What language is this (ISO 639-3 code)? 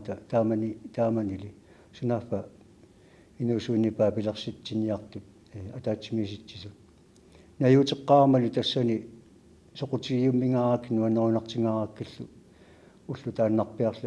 kal